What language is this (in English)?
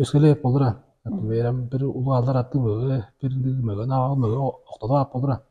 Tuvinian